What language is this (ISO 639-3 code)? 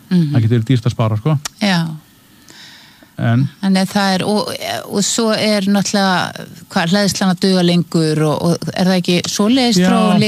isl